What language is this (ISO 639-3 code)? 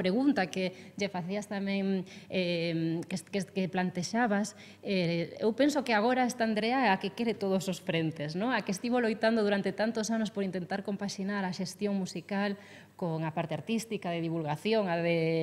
glg